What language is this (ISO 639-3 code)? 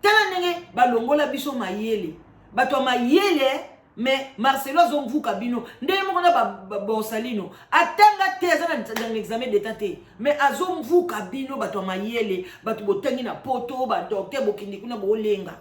lin